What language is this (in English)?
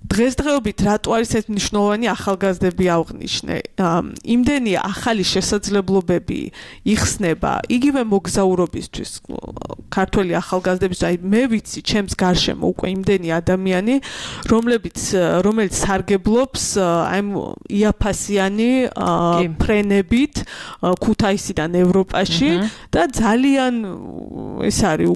Georgian